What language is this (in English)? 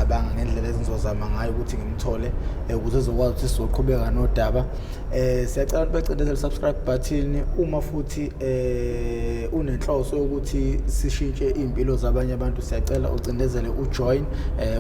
Zulu